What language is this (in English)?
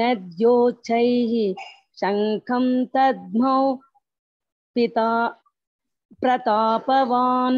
Sanskrit